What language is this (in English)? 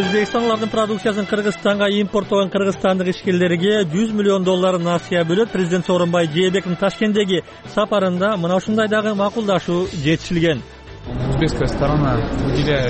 Kyrgyz